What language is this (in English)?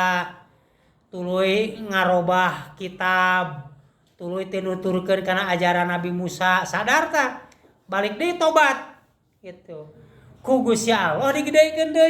Sundanese